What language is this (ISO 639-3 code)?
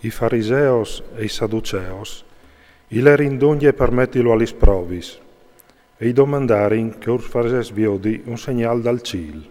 fur